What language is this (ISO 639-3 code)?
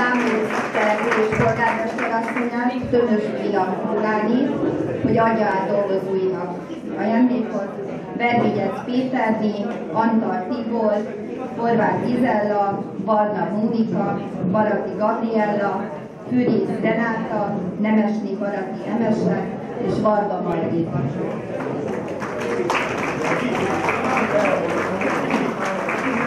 hun